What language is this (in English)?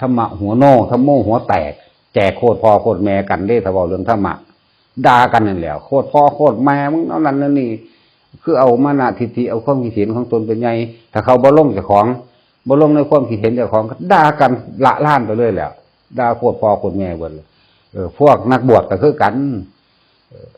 Northeastern Thai